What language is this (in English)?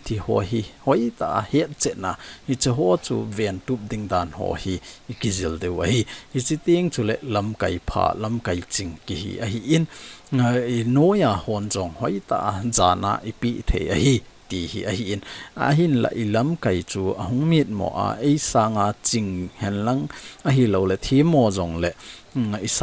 Thado Chin